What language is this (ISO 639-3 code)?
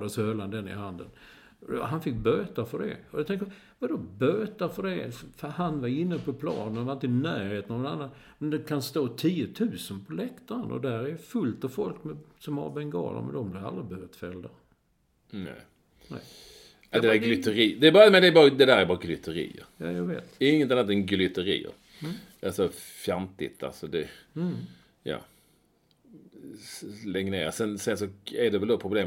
swe